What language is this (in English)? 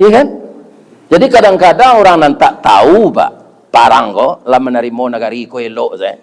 Minangkabau